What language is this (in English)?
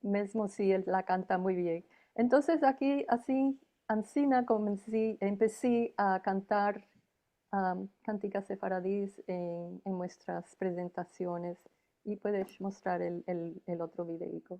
Ladino